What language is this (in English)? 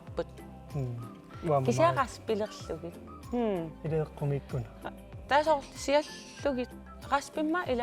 Kalaallisut